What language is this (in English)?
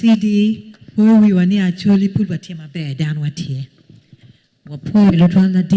Acoli